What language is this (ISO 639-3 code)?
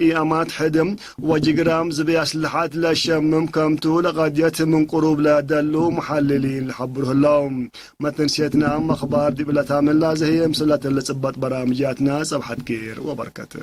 tig